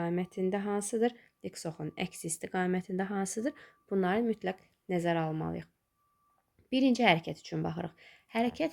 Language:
Azerbaijani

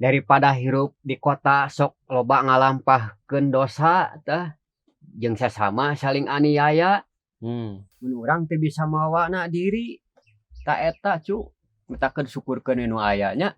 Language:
Sundanese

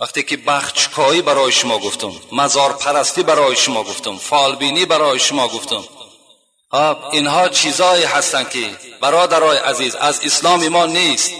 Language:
Tajik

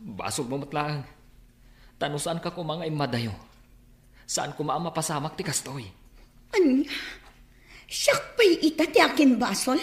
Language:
Iloko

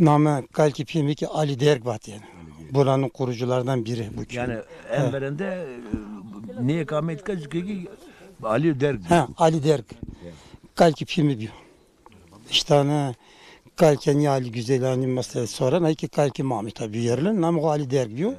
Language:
Zaza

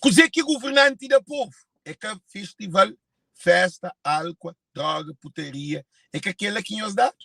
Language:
Kabuverdianu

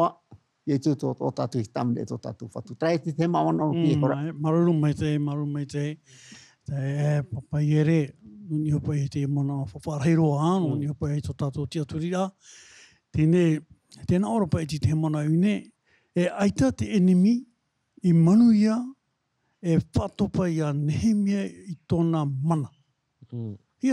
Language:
Tahitian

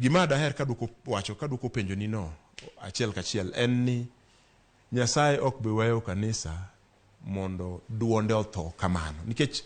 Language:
Luo (Kenya and Tanzania)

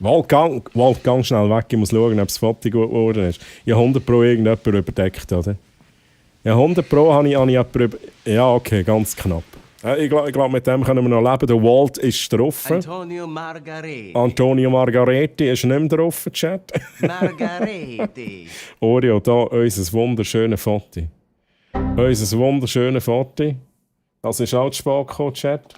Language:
Swiss German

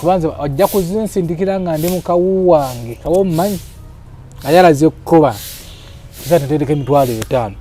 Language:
Ganda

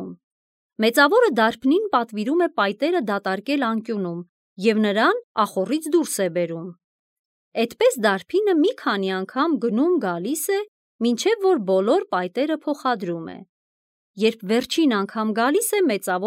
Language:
Armenian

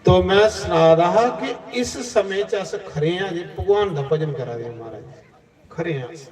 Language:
Dogri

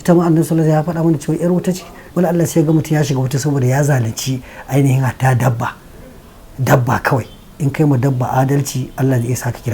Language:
Hausa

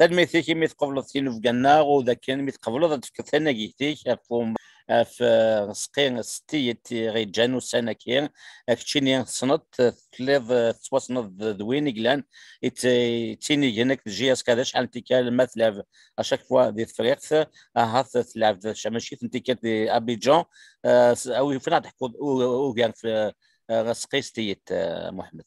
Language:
Kabyle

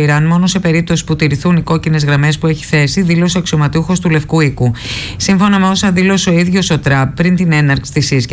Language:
Greek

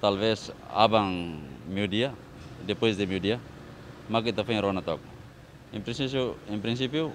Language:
Tetum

